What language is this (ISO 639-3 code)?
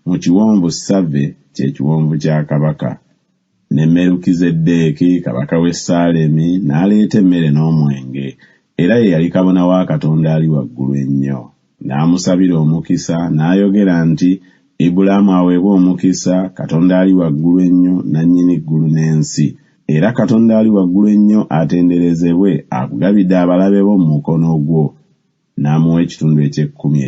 lug